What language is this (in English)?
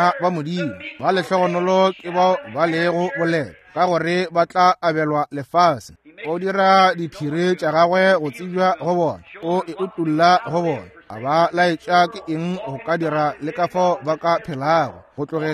Northern Sotho